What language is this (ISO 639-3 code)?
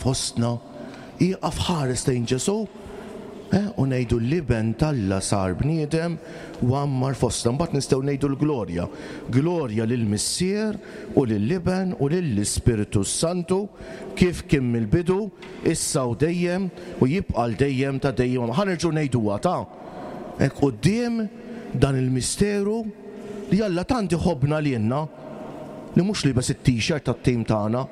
mlt